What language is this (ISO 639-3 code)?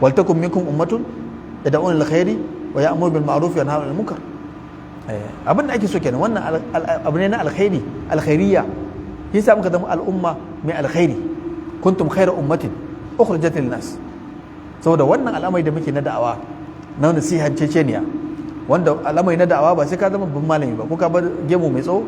hau